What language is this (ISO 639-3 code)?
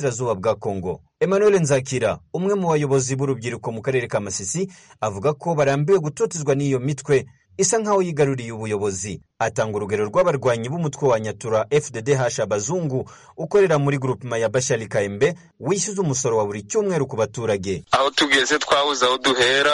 kin